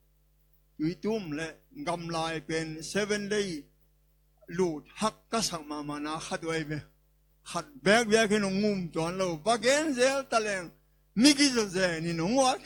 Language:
Tedim Chin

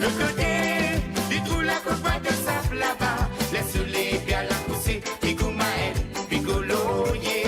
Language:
Morisyen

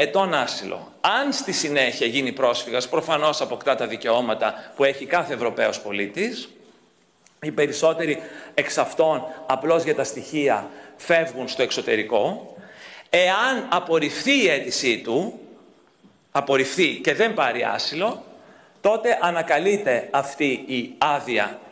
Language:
Greek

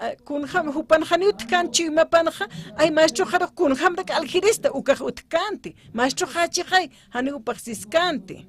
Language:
Aymara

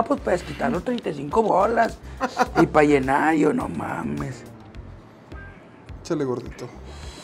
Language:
Spanish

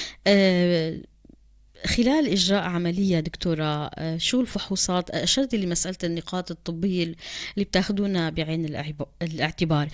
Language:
North Levantine Arabic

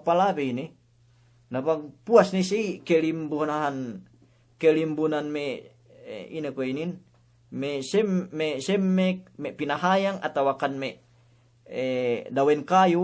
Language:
Yakan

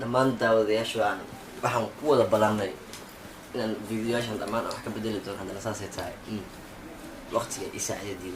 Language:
Somali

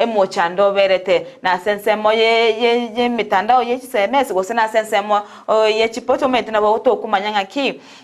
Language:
Gusii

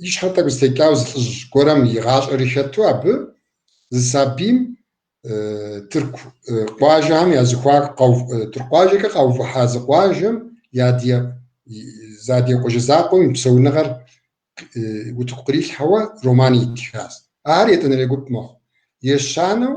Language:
Kabardian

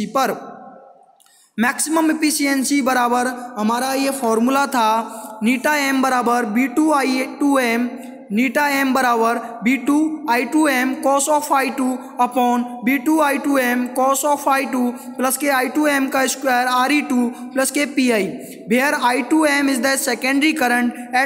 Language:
Hindi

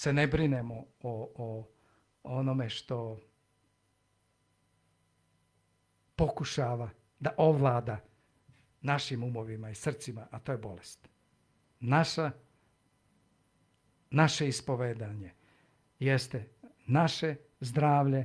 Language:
Serbian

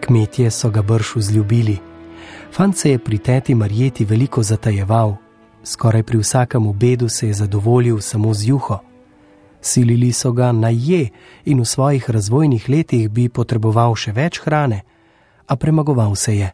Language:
Slovenian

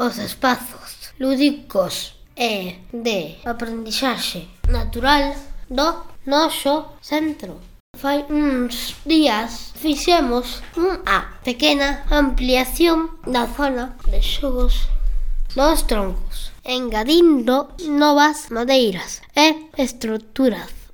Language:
Galician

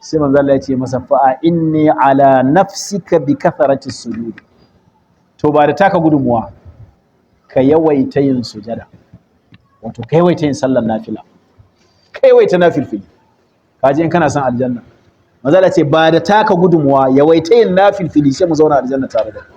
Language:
Hausa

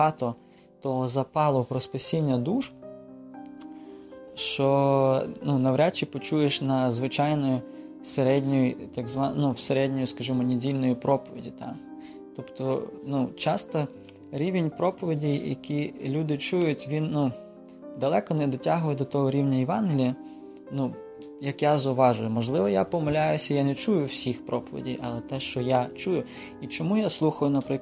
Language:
Ukrainian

